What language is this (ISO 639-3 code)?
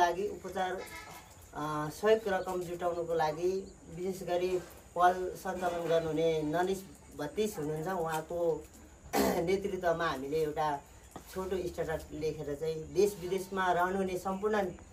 nep